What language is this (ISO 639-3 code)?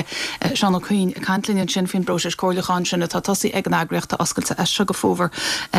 gle